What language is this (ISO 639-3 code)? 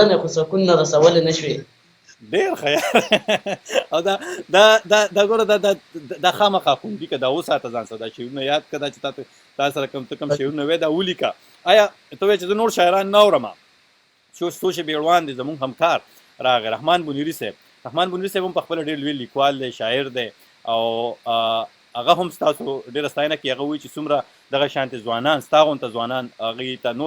pus